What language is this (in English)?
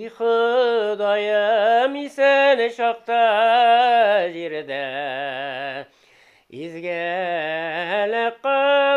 Tatar